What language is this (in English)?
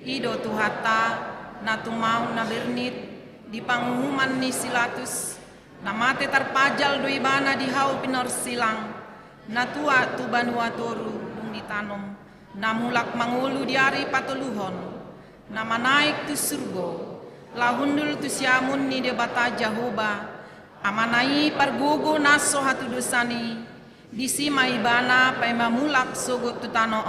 Batak Toba